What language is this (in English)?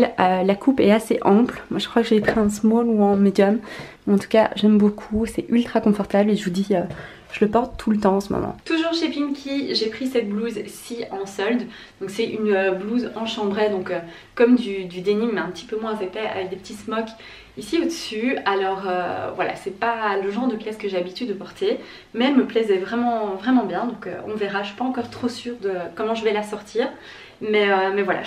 French